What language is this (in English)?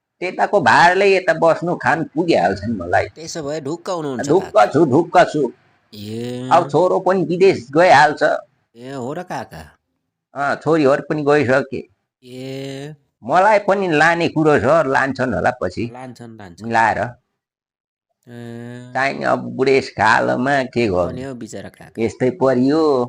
Nepali